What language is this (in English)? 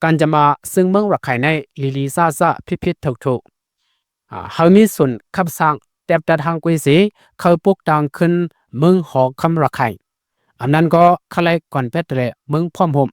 Shan